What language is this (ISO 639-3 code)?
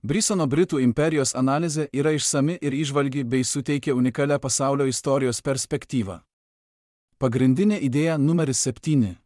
lit